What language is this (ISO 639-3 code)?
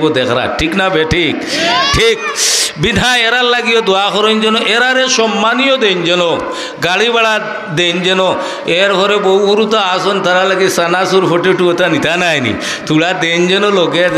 syl